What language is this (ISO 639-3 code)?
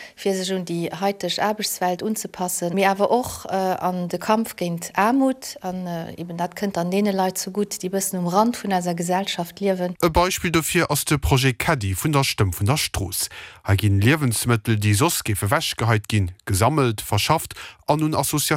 ltz